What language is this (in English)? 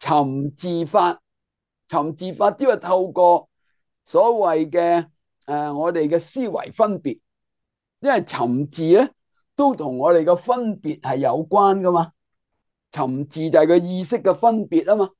Cantonese